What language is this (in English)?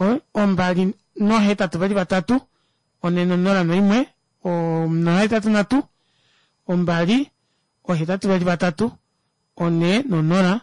Kuanyama